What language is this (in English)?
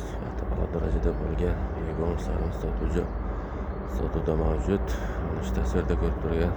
Uzbek